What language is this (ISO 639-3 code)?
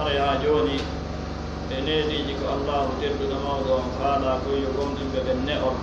ful